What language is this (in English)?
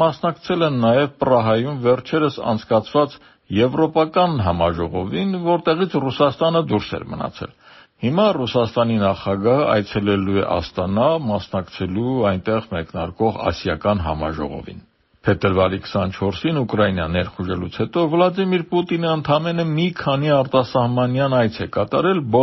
Armenian